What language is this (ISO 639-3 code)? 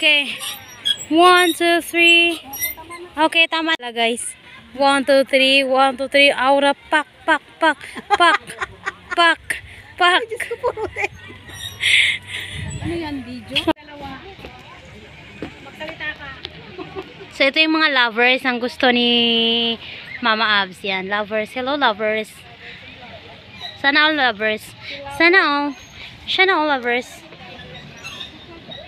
fil